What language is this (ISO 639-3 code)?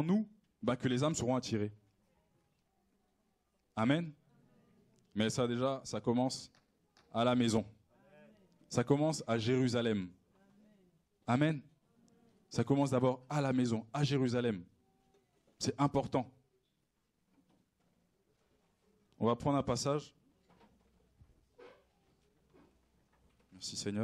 fra